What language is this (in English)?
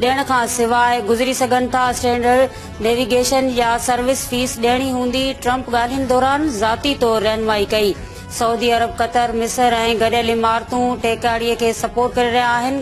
Sindhi